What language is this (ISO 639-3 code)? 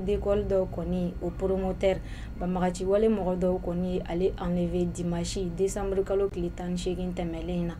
bam